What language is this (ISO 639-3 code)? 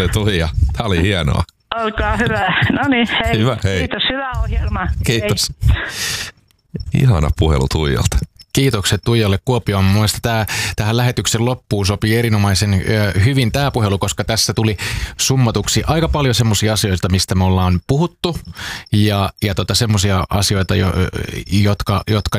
fin